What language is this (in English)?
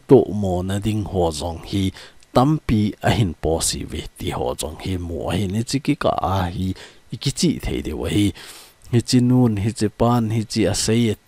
Thado Chin